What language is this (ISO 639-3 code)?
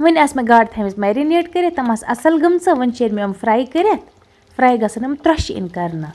kas